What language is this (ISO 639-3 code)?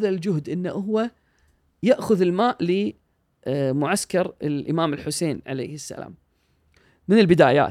afb